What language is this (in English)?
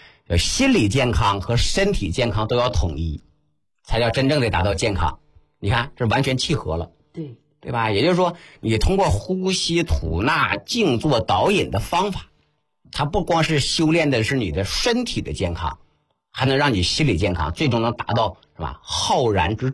Chinese